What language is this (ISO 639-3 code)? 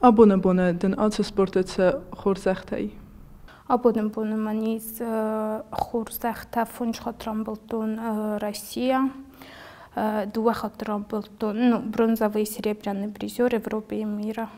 oss